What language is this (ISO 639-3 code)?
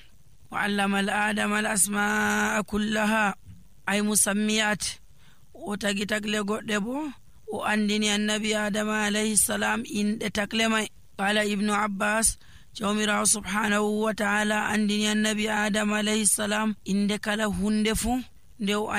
fuv